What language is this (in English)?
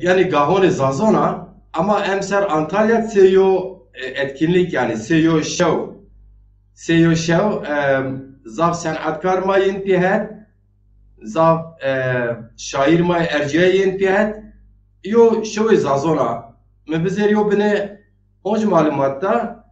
Zaza